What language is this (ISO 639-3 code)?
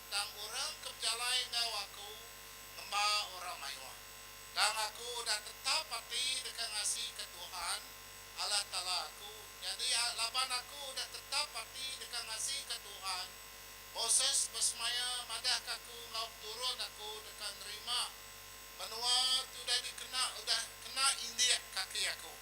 iba